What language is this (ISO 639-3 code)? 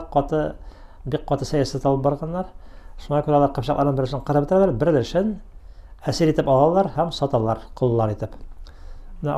tat